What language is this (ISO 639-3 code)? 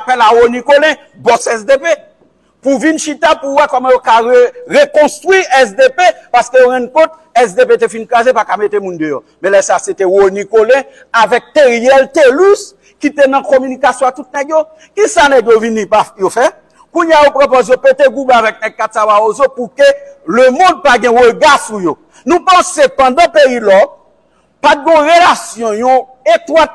hat